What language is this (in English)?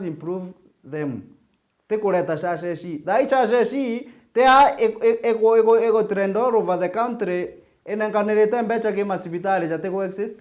Meru